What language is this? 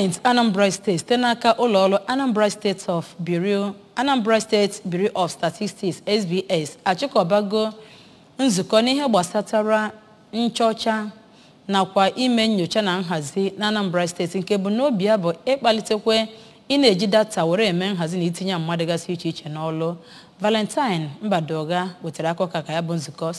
Igbo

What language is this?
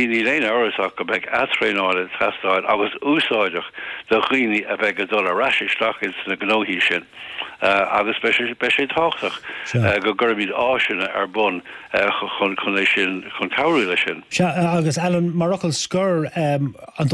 Irish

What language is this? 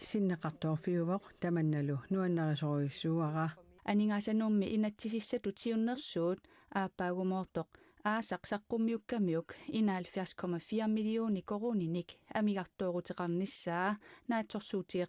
Kalaallisut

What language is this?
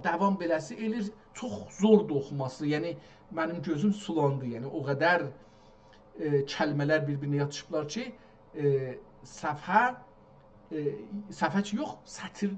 South Azerbaijani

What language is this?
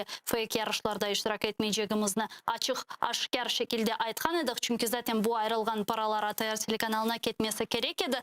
Crimean Tatar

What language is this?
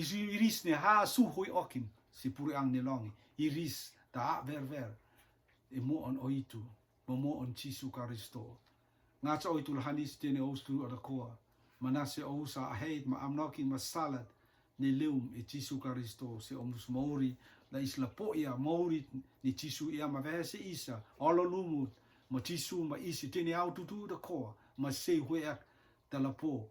Rotuman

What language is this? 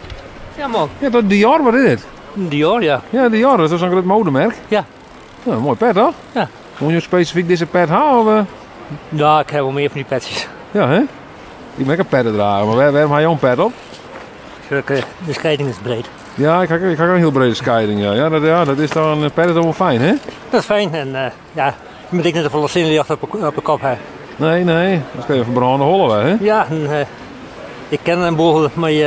Western Frisian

